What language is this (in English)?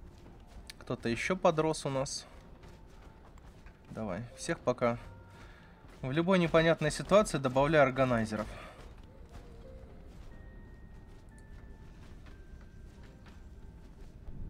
Russian